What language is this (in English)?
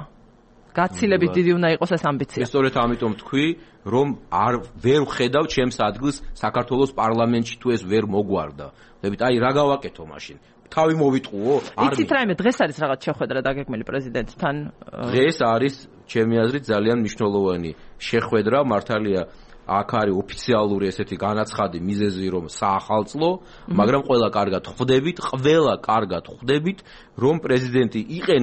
Georgian